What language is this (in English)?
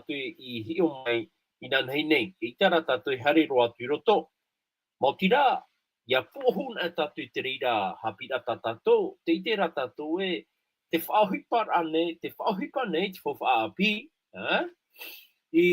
Tahitian